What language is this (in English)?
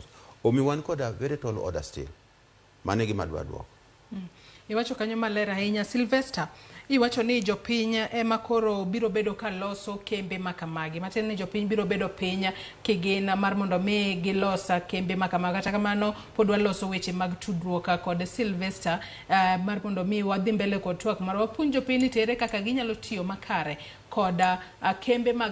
Luo (Kenya and Tanzania)